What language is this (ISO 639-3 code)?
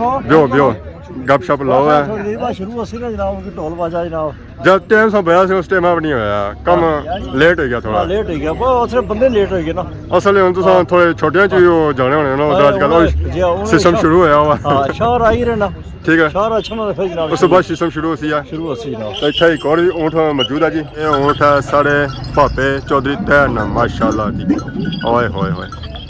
phr